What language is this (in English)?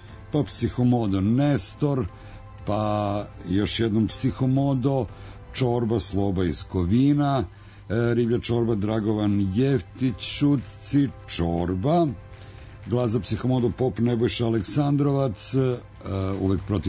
Serbian